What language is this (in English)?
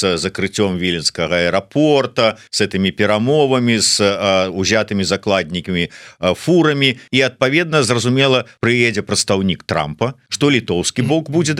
Belarusian